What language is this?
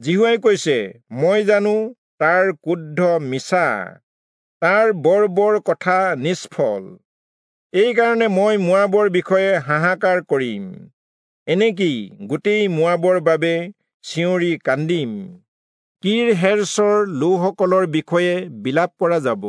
Assamese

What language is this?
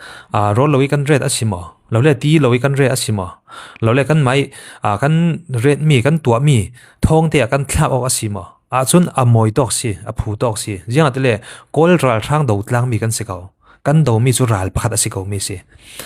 Falam Chin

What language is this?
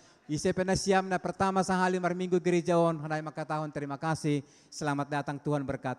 Batak Simalungun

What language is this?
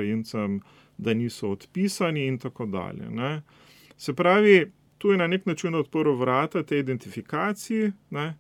Slovenian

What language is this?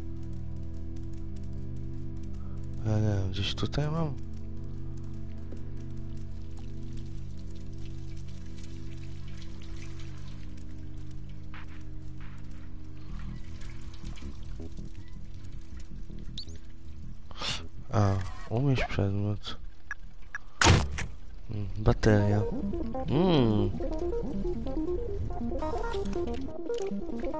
Polish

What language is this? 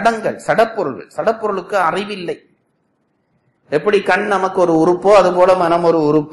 Tamil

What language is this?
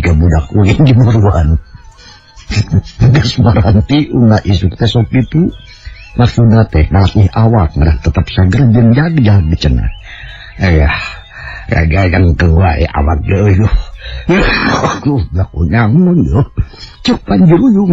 Sundanese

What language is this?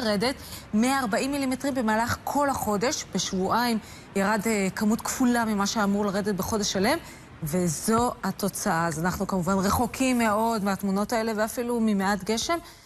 Hebrew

